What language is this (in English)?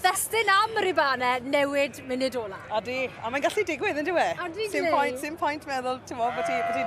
Welsh